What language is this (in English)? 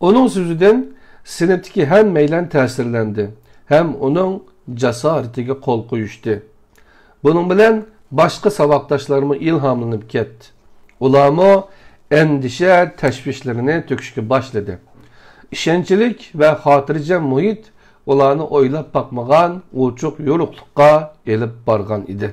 Uyghur